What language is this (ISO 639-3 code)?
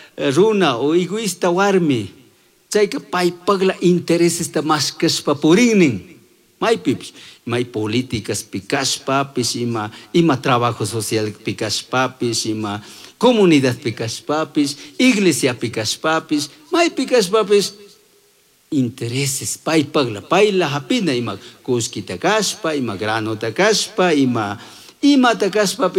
qug